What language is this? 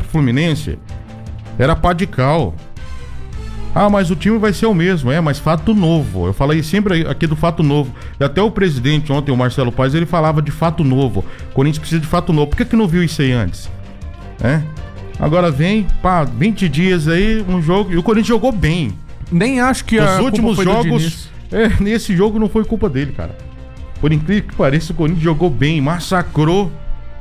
Portuguese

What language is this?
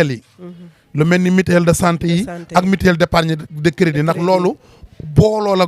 Wolof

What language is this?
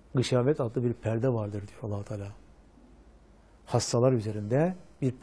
Turkish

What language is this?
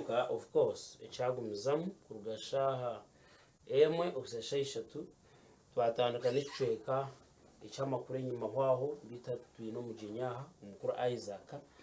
Nyankole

